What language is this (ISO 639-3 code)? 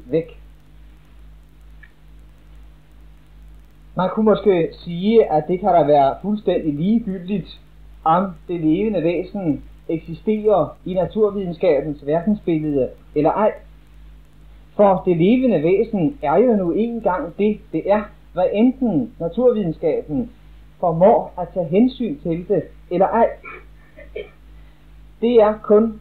dan